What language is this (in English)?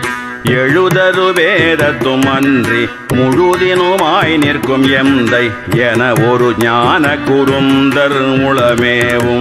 Tamil